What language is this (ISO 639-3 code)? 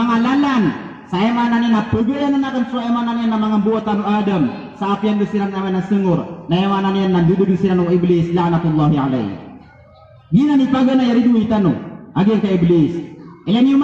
mrw